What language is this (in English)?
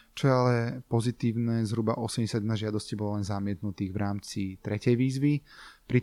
Slovak